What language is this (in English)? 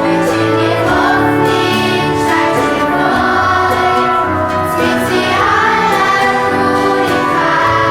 Swiss German